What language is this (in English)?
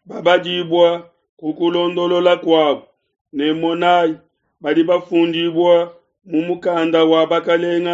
Luba-Lulua